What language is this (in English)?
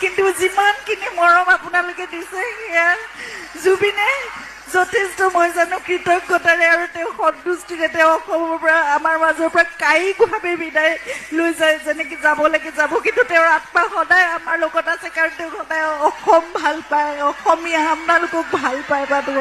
Assamese